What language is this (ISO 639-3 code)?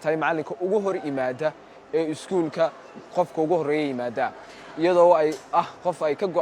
som